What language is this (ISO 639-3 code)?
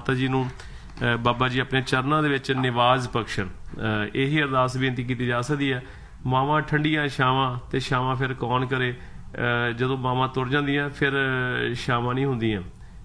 pan